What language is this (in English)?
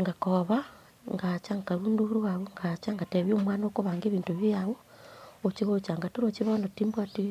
Gusii